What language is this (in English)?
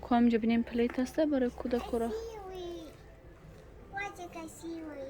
Tajik